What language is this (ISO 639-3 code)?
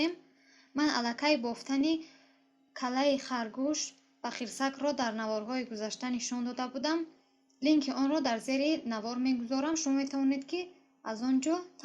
tgk